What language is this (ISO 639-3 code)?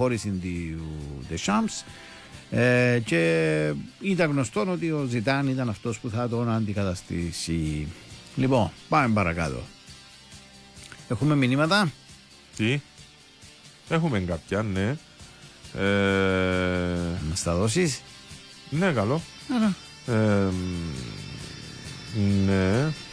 ell